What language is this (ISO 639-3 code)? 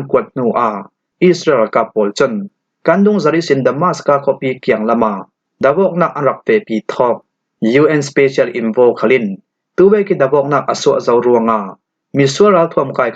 cfm